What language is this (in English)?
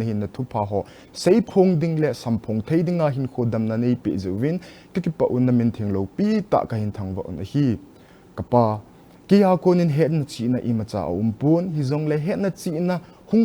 Thado Chin